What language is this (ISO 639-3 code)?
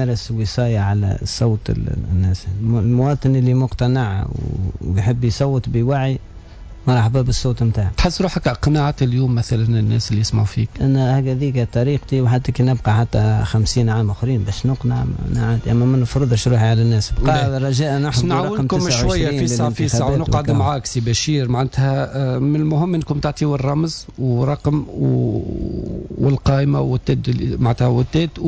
aeb